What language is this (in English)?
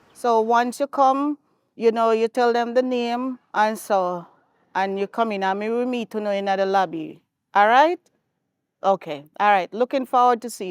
Jamaican Creole English